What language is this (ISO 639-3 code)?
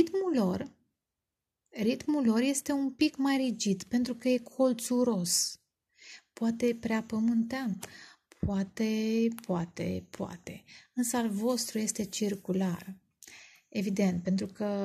ron